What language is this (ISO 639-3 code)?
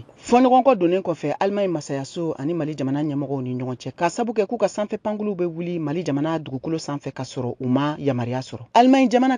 bam